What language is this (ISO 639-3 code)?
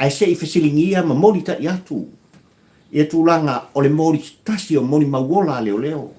smo